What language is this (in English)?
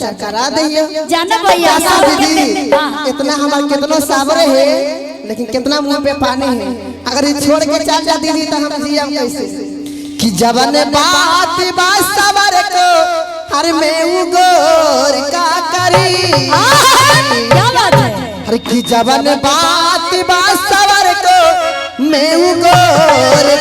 Magahi